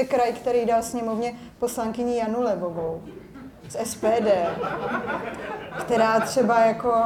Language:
Czech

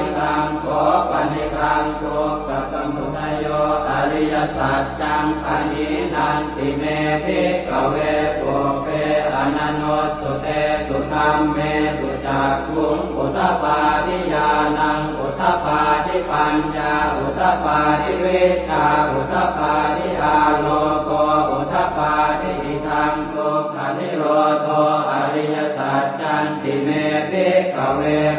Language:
Pali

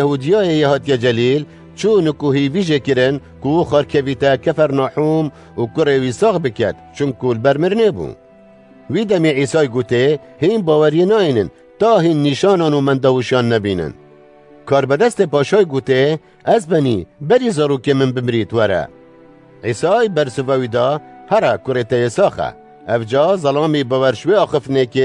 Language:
Kurdish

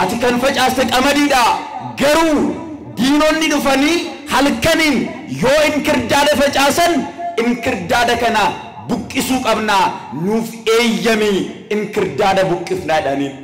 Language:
Oromo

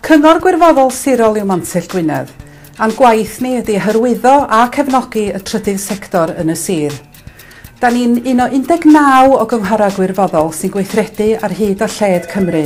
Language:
Welsh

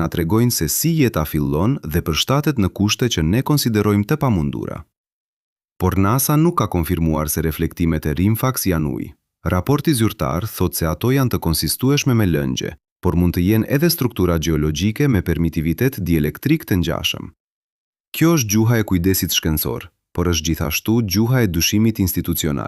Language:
Albanian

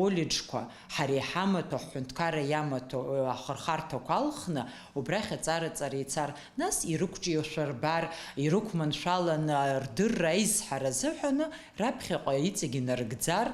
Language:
Abkhazian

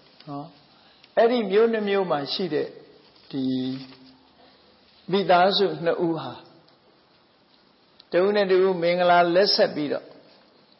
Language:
Burmese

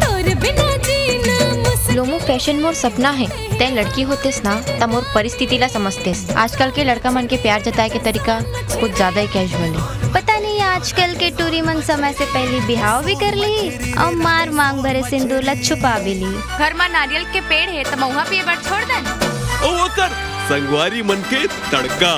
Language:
Chhattisgarhi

